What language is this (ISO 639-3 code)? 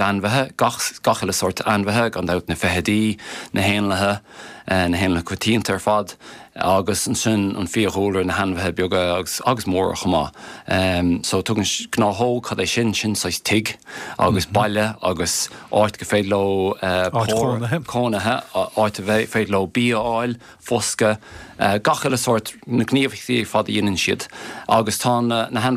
gle